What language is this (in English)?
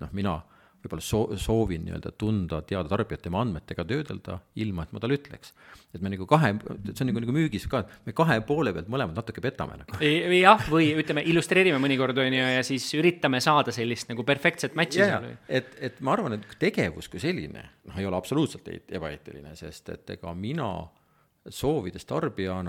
Estonian